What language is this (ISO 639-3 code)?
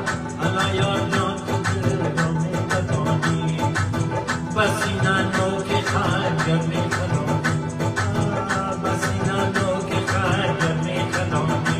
fas